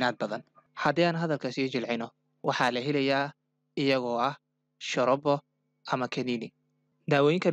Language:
Somali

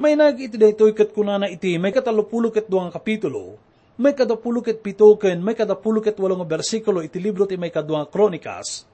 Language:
Iloko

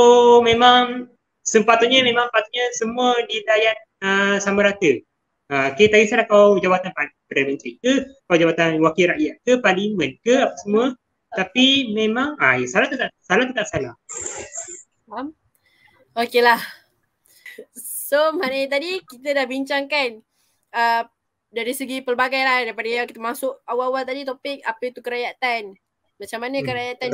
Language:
Malay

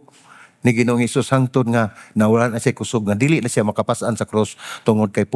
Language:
Cebuano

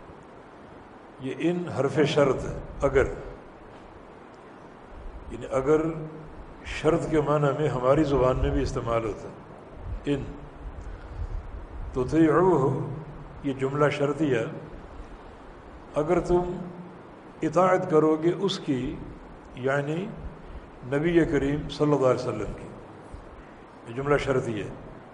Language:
Urdu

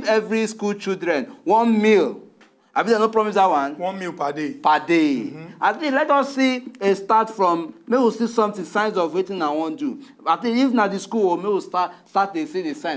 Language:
Nigerian Pidgin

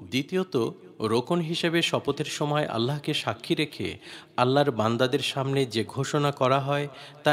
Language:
Bangla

